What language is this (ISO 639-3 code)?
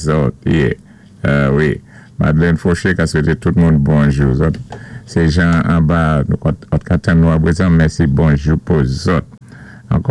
acf